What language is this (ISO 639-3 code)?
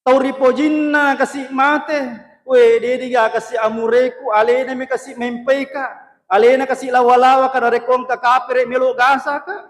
bug